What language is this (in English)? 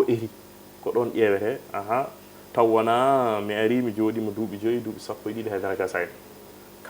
Fula